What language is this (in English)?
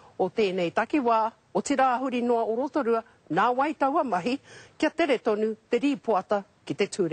Māori